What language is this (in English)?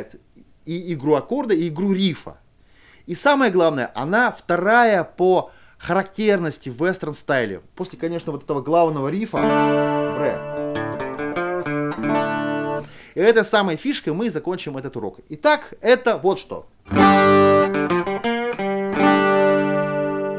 Russian